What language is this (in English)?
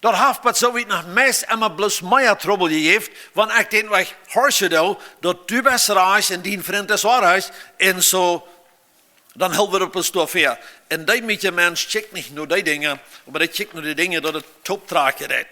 Plautdietsch